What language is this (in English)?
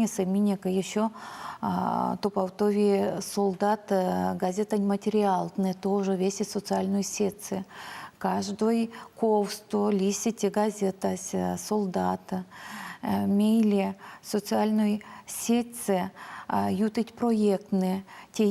Erzya